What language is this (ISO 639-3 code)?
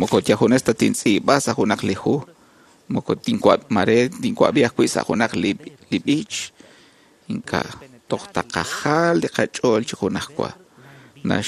kek